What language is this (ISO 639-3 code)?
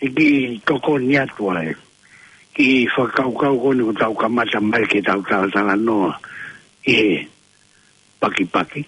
ton